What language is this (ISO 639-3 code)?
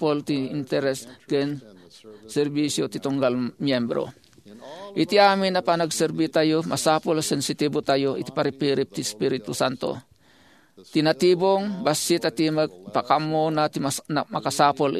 ilo